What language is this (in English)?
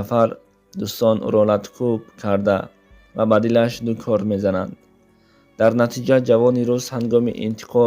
Tajik